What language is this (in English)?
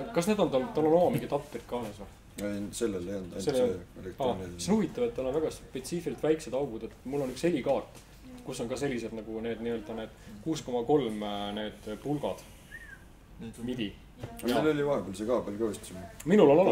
Estonian